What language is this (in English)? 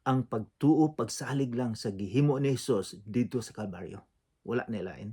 Cebuano